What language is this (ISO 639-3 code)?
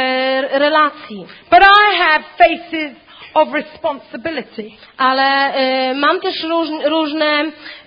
pol